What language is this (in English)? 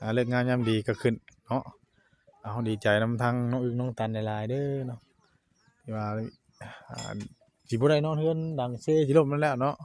Northeastern Thai